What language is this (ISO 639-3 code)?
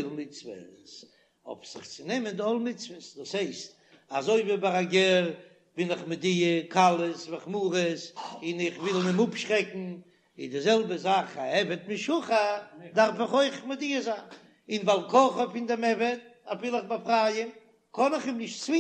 yid